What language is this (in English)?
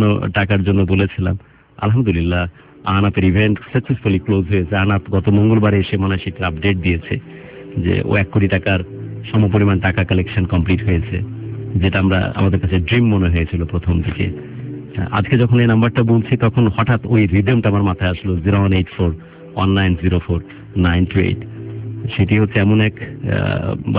Bangla